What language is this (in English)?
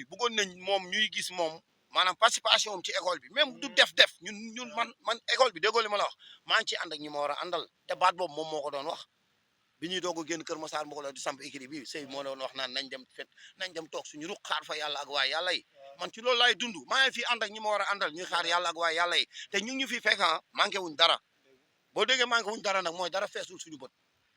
Wolof